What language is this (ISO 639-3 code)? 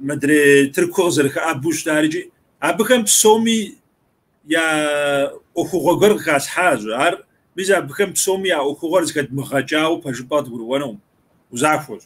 kbd